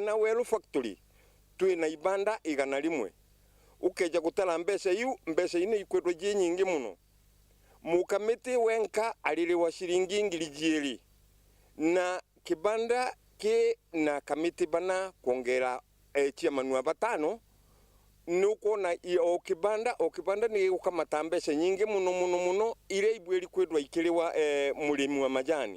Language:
Meru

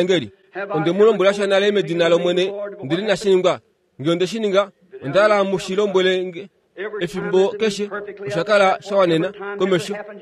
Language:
Kuanyama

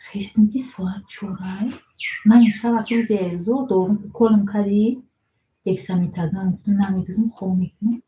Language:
Tajik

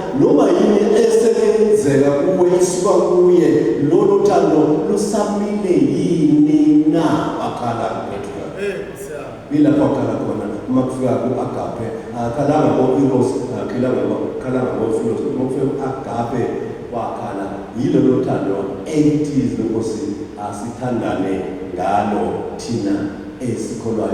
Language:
Zulu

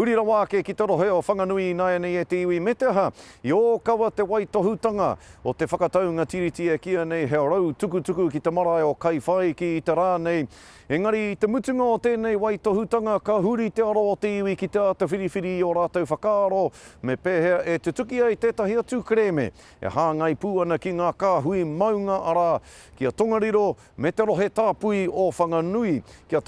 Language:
Māori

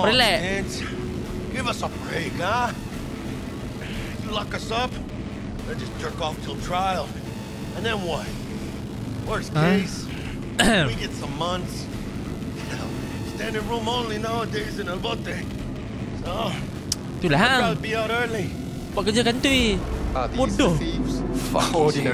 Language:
Malay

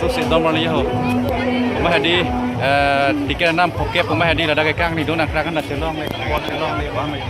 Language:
Karbi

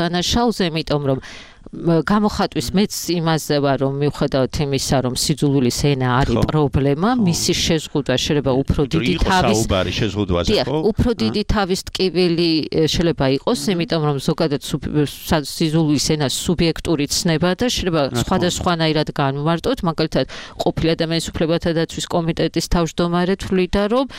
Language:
Georgian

